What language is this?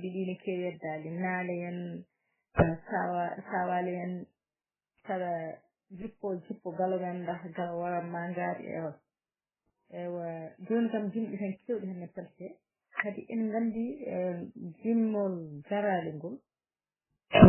Fula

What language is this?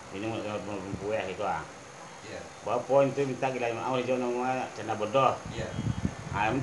Minangkabau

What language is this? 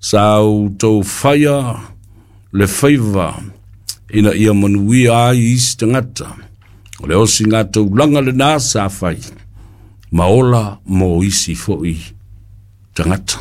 Samoan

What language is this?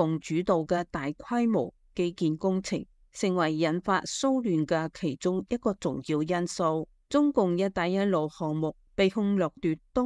Cantonese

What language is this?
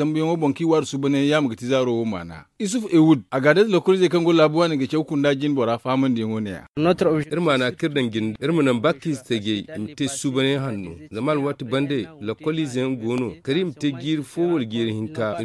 Zarma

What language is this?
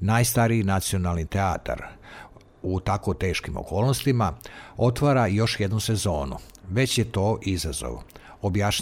Serbian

